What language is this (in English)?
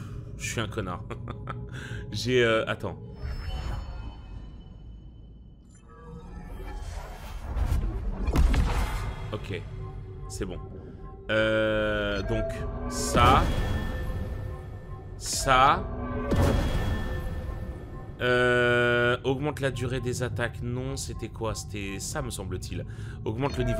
French